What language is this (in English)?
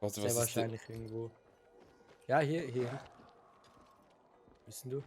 Swiss German